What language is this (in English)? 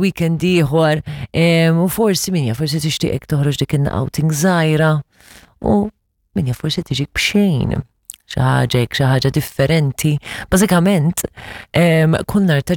Maltese